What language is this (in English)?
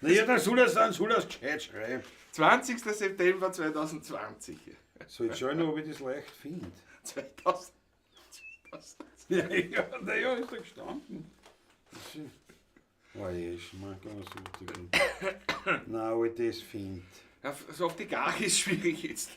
Bavarian